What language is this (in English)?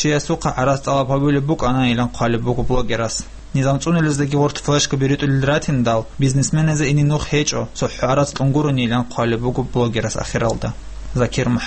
Avaric